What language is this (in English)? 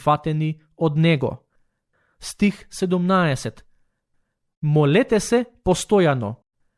Macedonian